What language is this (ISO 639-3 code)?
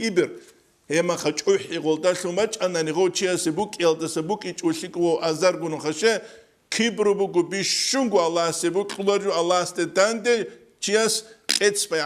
ava